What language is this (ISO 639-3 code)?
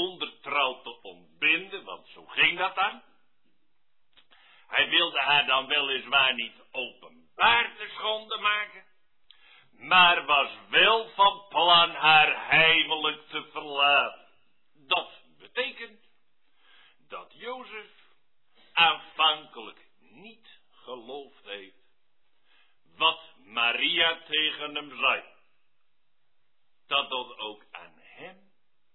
nld